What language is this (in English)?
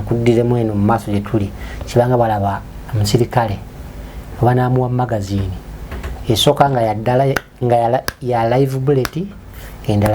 Ganda